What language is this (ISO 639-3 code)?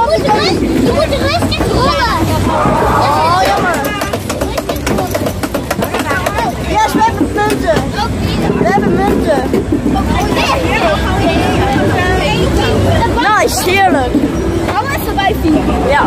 nld